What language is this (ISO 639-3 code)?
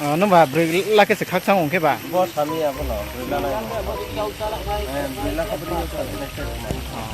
ria